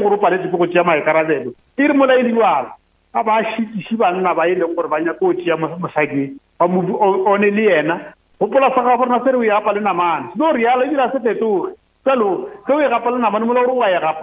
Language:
Northern Sotho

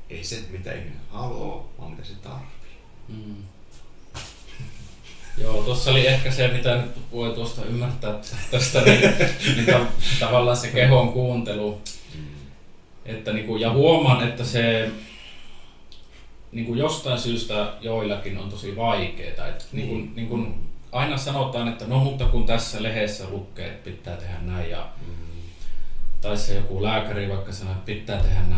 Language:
Finnish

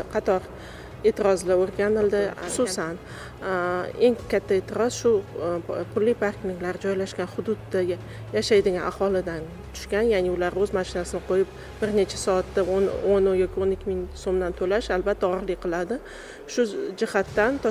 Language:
Uzbek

